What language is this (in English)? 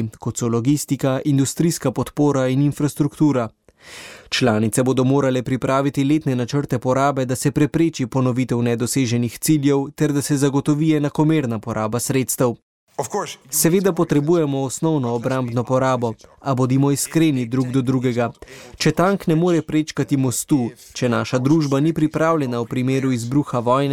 Slovenian